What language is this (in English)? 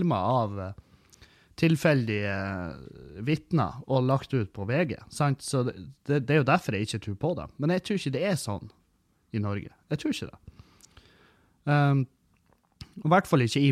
Norwegian